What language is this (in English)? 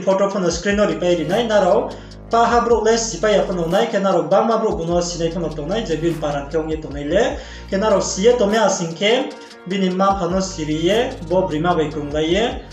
Riang (India)